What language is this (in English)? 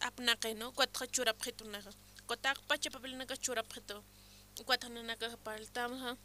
Aymara